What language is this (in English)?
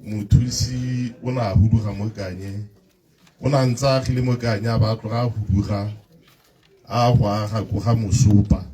Tswana